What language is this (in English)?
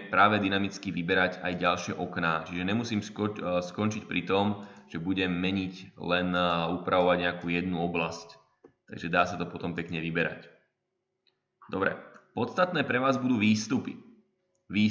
Slovak